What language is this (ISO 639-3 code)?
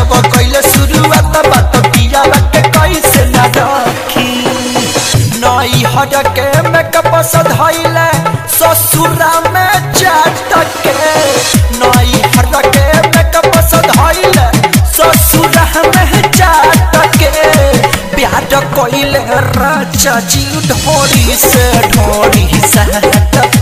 bho